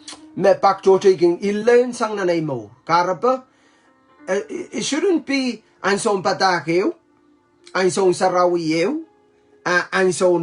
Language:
Pohnpeian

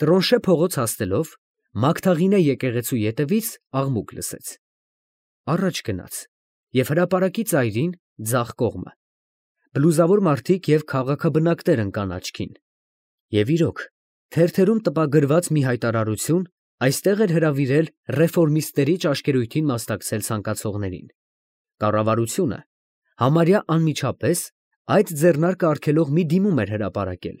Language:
Armenian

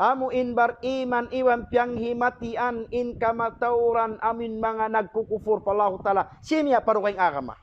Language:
Tausug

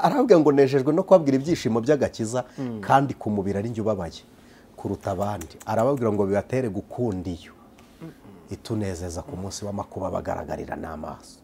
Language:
Kinyarwanda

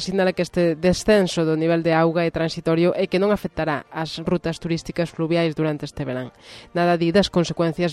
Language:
Galician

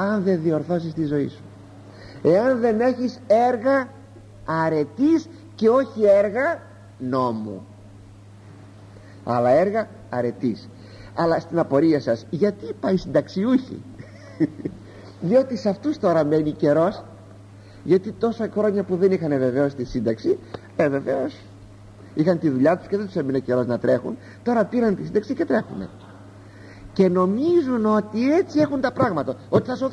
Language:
Greek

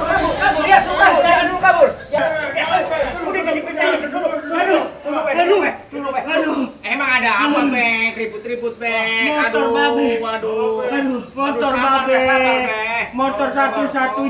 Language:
Betawi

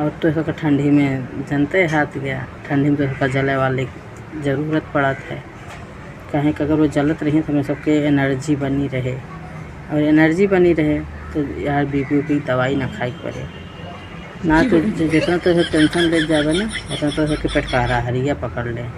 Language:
Awadhi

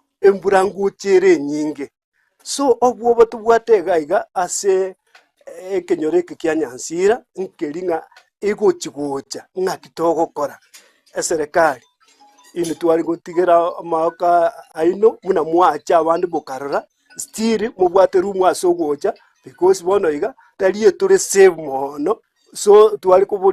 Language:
Gusii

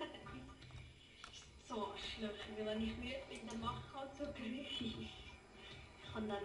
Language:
Swiss German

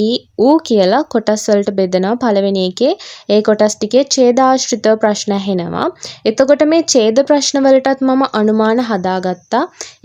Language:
Sinhala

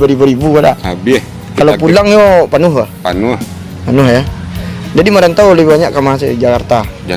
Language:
Minangkabau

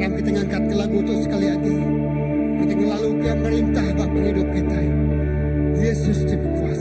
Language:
Iban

